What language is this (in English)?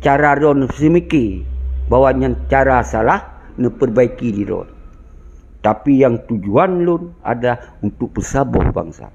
Achinese